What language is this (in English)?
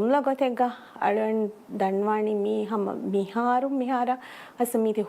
Divehi